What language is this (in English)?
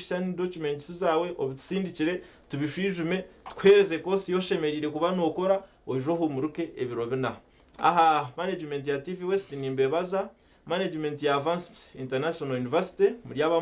Nyankole